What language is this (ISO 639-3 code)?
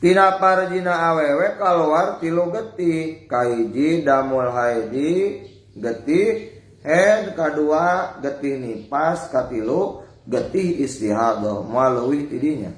sun